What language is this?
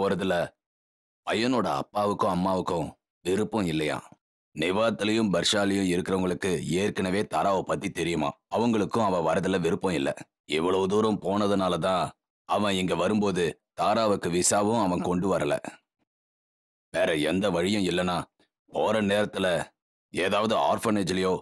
Tamil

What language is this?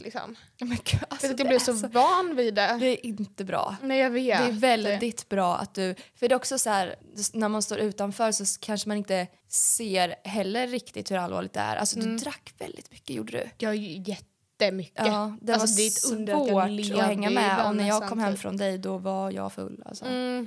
Swedish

